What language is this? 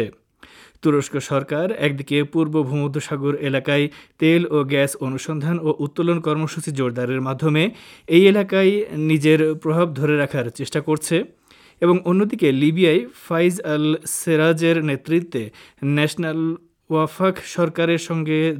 Bangla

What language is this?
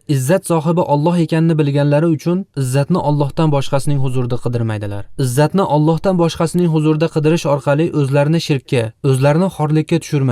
Uzbek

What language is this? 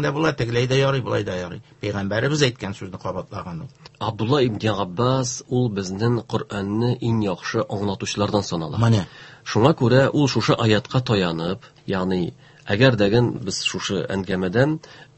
Tatar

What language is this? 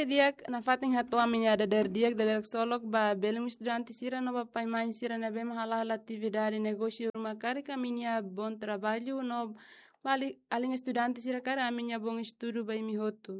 Tetum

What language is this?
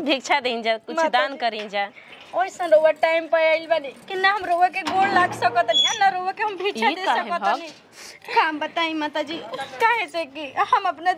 Bhojpuri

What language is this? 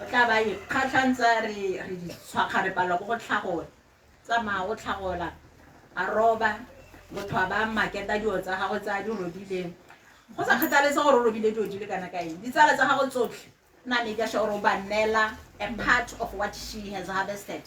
Tswana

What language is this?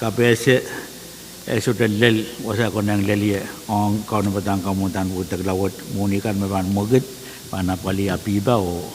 Pohnpeian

